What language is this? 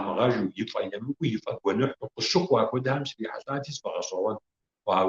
Kabardian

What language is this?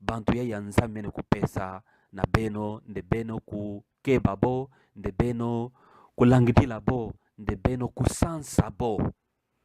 Kituba (Democratic Republic of Congo)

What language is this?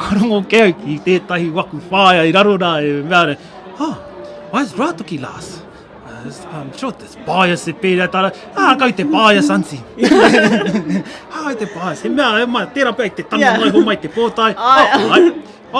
Māori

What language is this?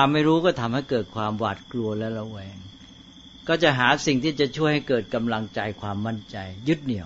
Thai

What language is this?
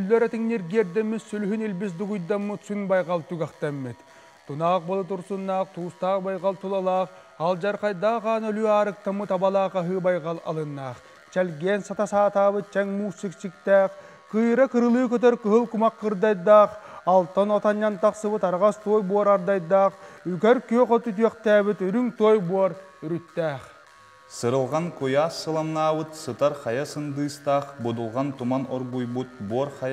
Yakut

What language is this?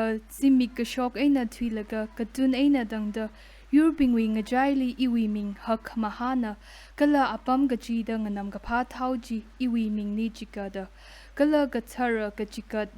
Tangkhul Naga (India)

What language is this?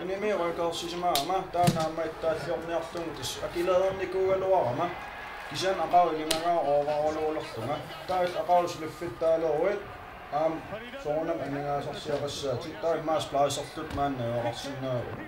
Kalaallisut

